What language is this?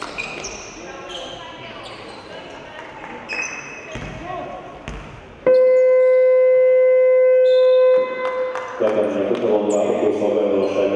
Hungarian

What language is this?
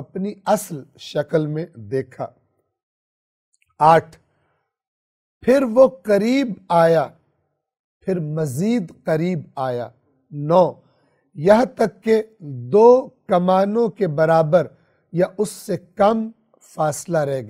Urdu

